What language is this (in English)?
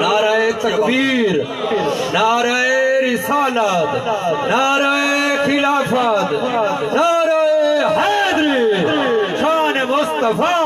Saraiki